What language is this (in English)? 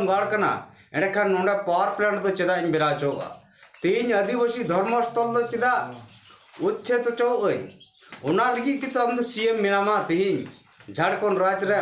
Santali